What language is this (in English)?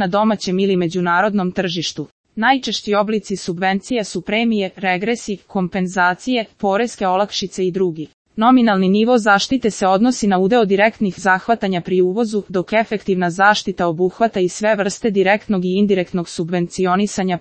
Serbian